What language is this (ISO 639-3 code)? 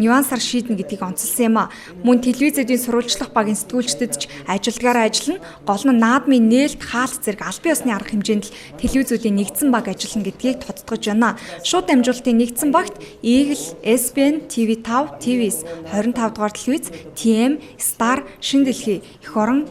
mon